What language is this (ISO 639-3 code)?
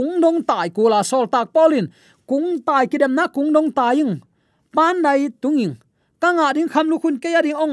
ctd